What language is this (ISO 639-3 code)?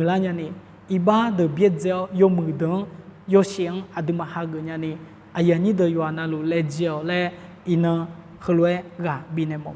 ahk